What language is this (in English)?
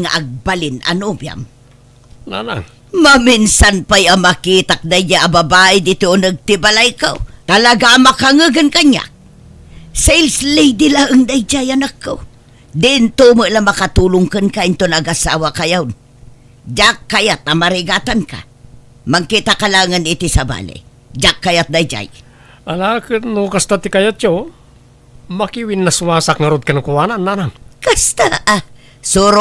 Iloko